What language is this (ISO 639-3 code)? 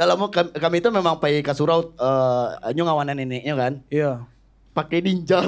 min